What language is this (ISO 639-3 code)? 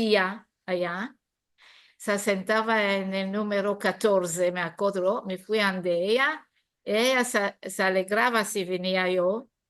lad